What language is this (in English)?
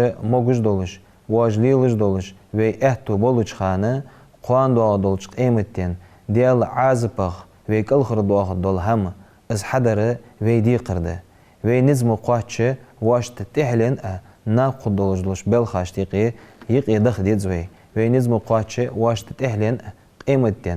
Ingush